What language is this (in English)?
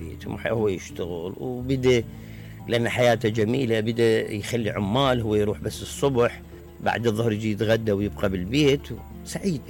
Mesopotamian Arabic